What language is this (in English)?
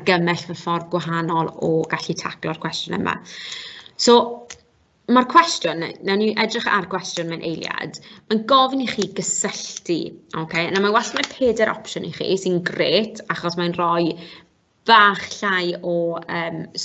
Welsh